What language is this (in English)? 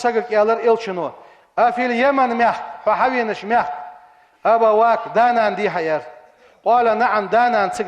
Ingush